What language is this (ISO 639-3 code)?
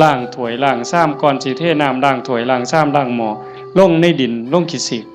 tts